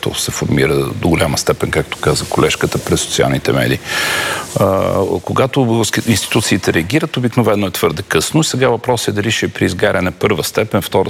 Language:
Bulgarian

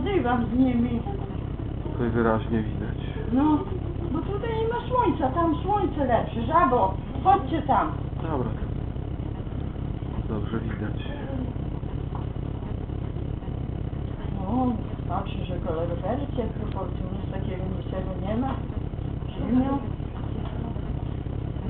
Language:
Polish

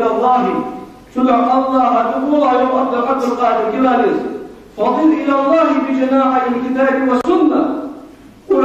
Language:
Ingush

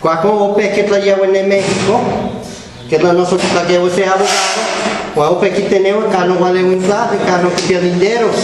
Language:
Guerrero Nahuatl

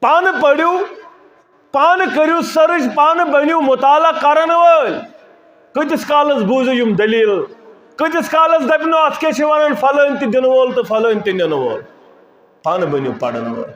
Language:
Kashmiri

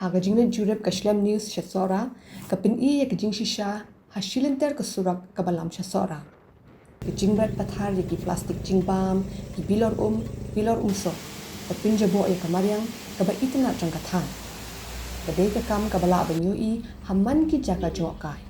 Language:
Khasi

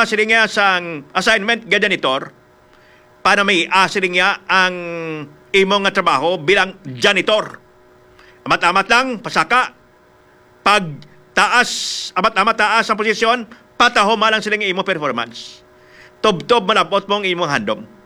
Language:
Hiligaynon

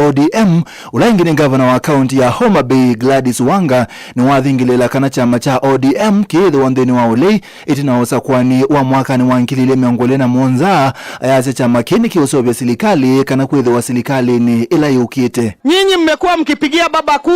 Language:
Kamba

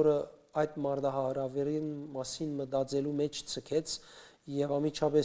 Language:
Western Armenian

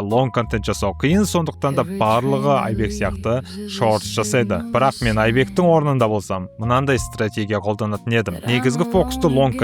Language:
Kazakh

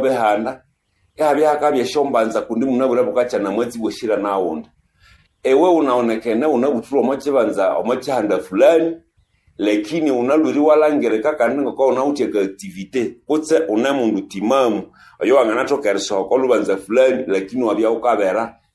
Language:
Swahili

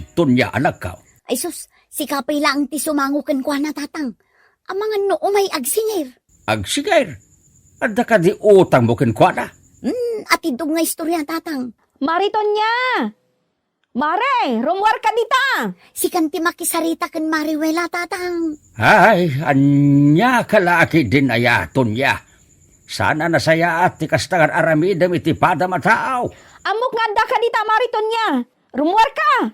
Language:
Iloko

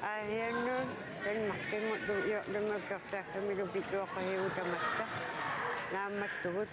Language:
Kalaallisut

